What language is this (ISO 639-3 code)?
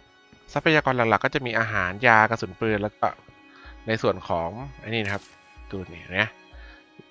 tha